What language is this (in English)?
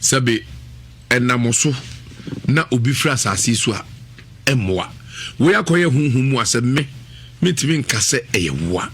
Akan